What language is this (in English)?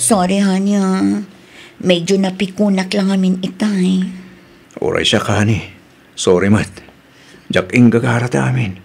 Iloko